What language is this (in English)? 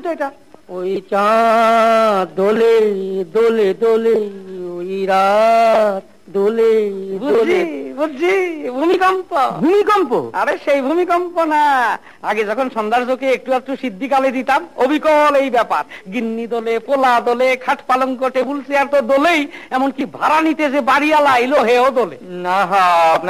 Bangla